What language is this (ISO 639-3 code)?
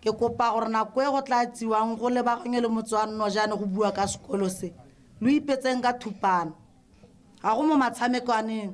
tsn